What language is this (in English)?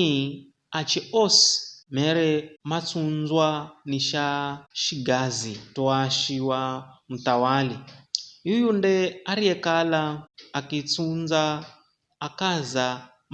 Giryama